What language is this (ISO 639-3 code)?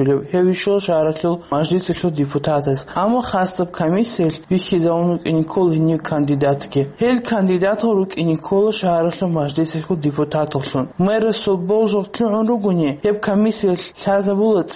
ava